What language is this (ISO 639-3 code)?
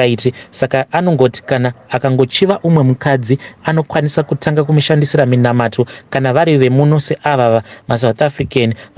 sna